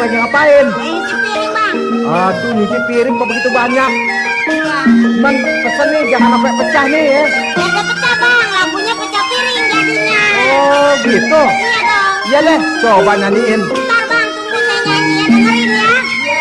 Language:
Betawi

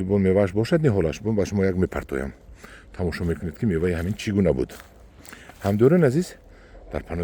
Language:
Tajik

